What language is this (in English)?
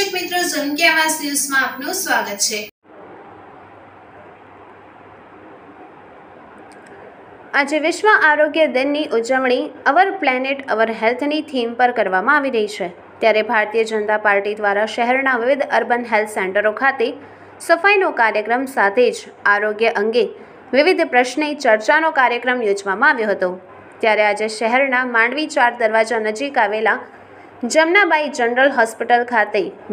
Gujarati